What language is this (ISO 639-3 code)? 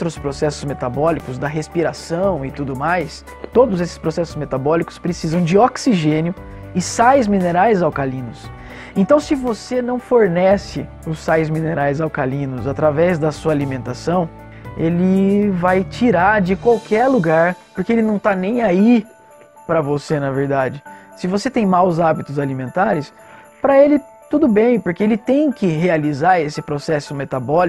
por